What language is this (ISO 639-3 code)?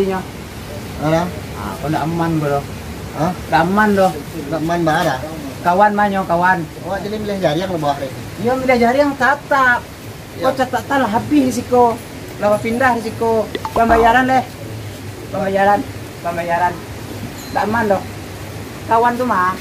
min